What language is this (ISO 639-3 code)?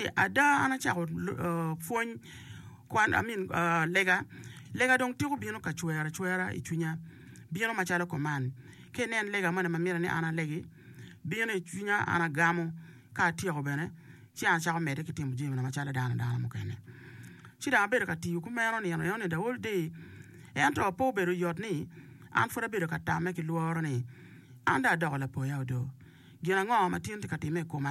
ach